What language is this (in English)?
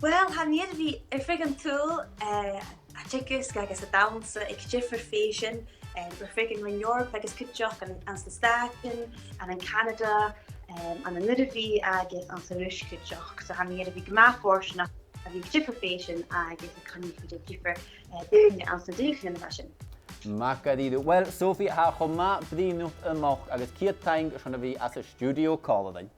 Scottish Gaelic